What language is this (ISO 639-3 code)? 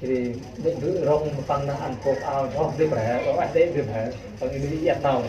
cmo